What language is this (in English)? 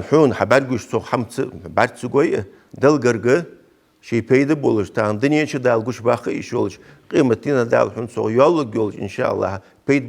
Ingush